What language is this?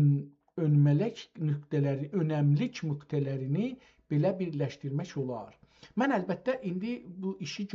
South Azerbaijani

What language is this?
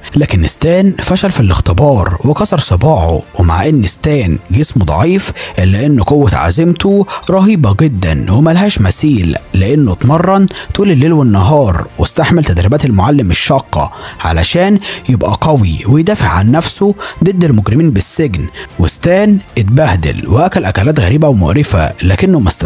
Egyptian Arabic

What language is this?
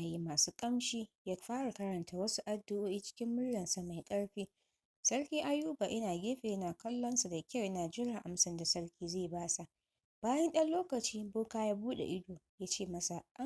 Hausa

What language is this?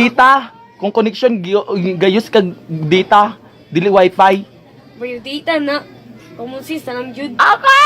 Cebuano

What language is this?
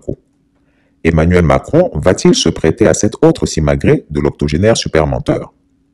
French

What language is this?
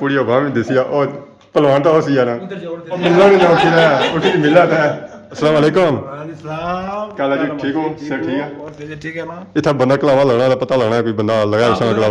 Pahari-Potwari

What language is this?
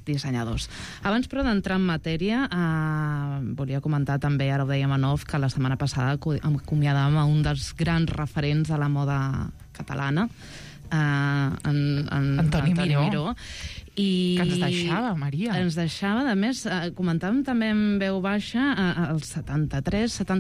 Catalan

